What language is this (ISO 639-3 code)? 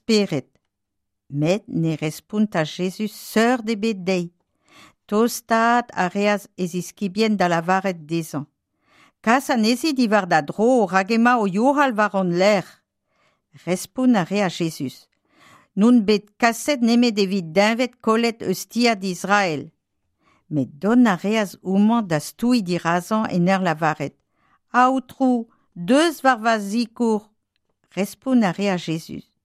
bre